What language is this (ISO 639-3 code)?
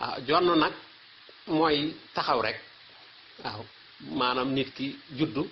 wol